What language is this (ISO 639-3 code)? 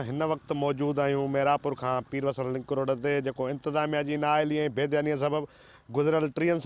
snd